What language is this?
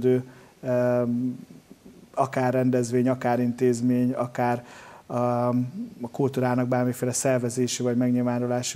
Hungarian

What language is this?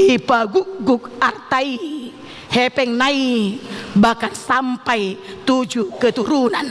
Batak Toba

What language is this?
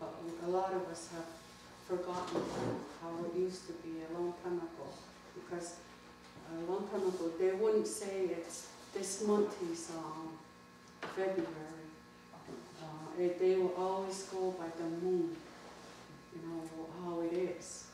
Mohawk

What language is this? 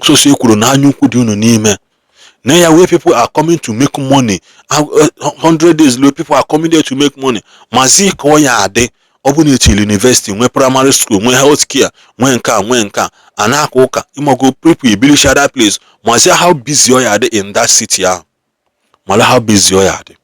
Igbo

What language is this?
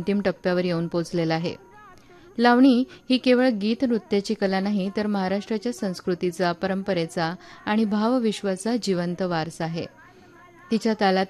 Marathi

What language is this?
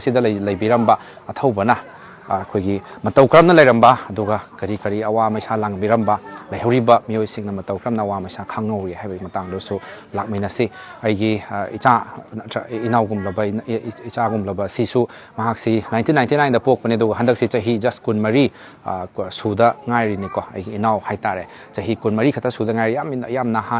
Manipuri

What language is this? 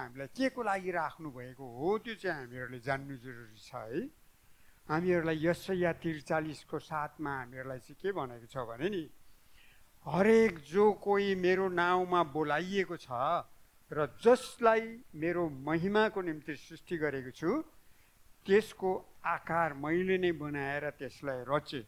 Nepali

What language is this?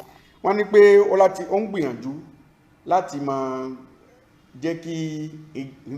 Yoruba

